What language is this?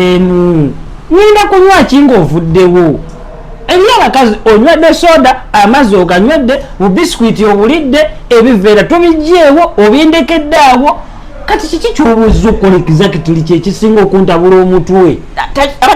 Ganda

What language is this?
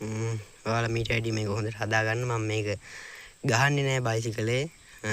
Sinhala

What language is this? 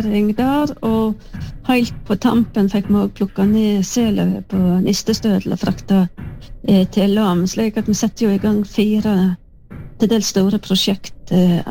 Norwegian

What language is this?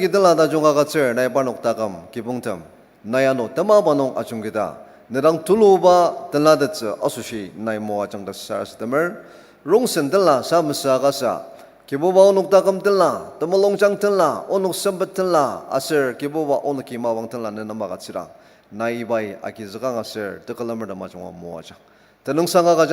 Ao Naga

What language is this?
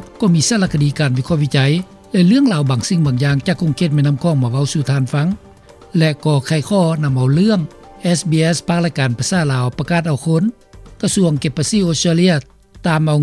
Lao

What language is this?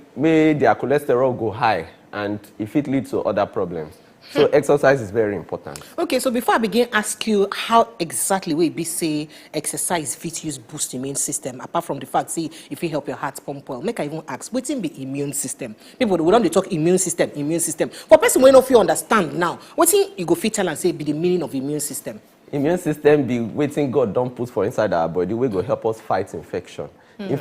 Nigerian Pidgin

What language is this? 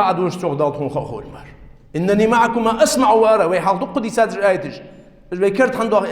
Ingush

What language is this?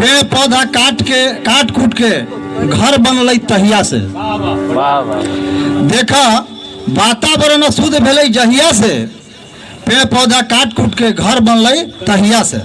Magahi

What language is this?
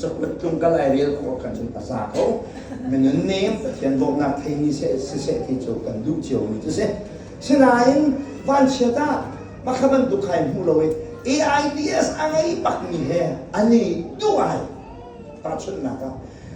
Hakha Chin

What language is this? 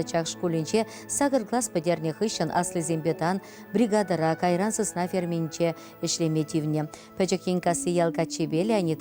Chuvash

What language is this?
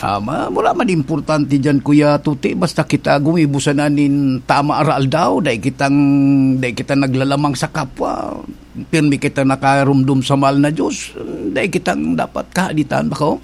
Bikol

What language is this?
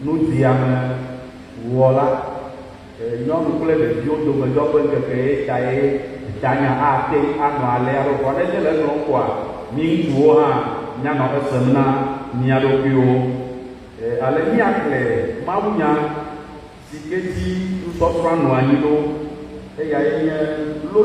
Ewe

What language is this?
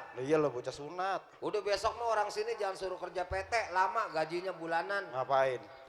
Betawi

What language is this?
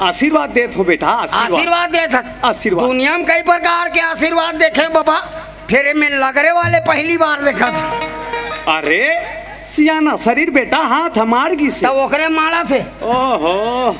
Chhattisgarhi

